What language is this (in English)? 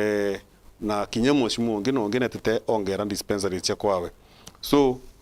Meru